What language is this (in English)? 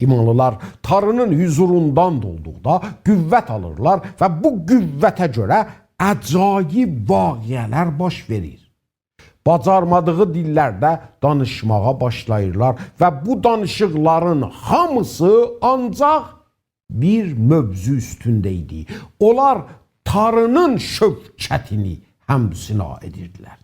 South Azerbaijani